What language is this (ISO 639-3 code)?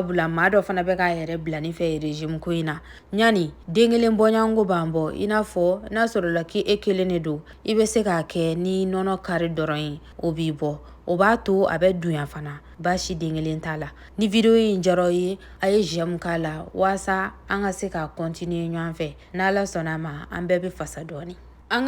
bam